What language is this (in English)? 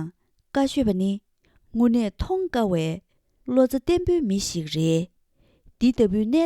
Tibetan